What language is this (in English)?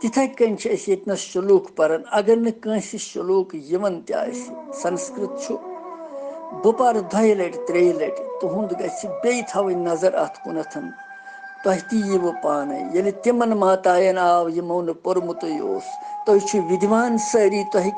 Kashmiri